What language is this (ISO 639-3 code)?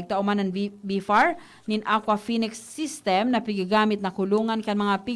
bik